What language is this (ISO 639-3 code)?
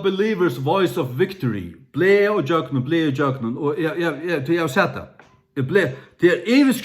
fao